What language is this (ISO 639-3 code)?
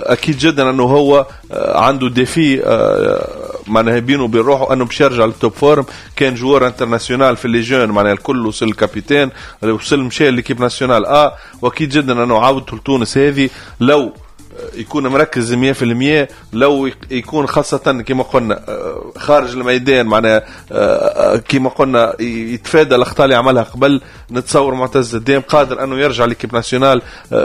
aeb